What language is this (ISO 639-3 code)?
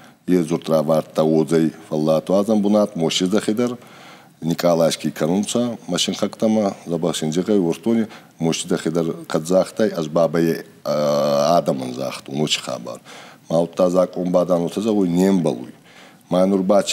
oss